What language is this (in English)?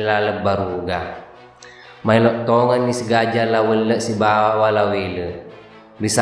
Buginese